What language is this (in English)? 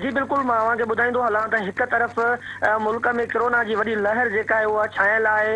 Sindhi